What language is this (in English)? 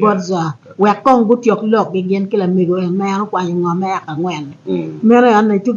Acoli